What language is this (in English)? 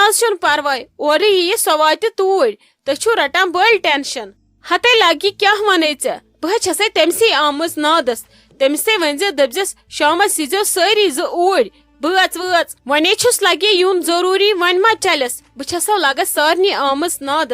Kashmiri